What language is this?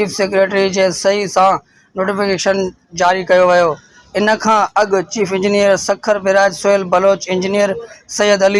Sindhi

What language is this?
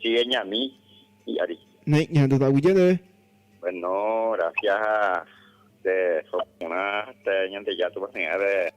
Guarani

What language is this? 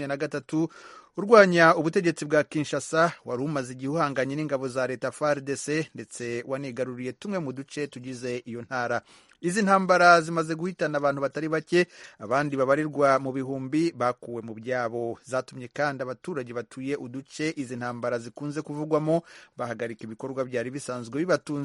Kinyarwanda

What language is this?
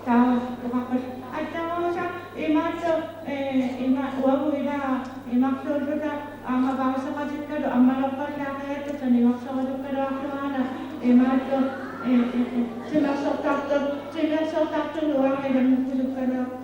Kalaallisut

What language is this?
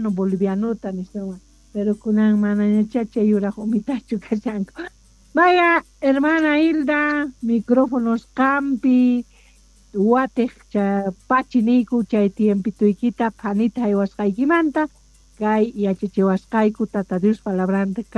South Bolivian Quechua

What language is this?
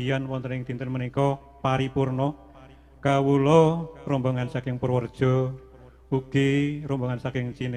Javanese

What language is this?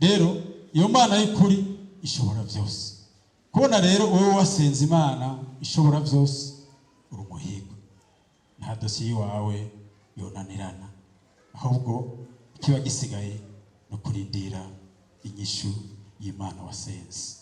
Rundi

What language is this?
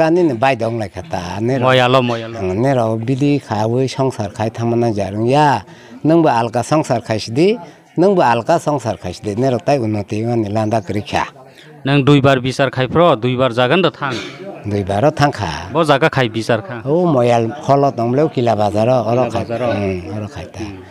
Kok Borok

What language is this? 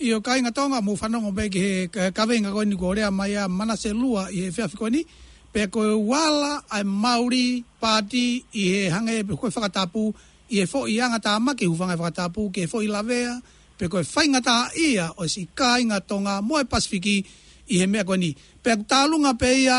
Tongan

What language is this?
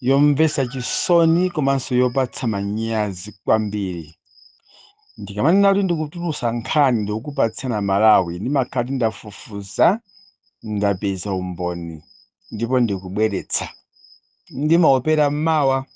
Nyanja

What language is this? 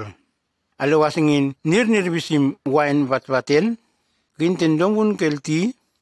Nume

